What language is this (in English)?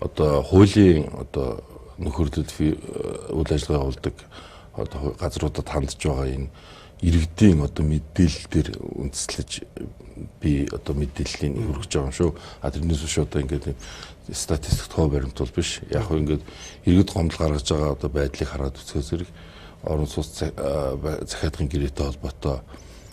Mongolian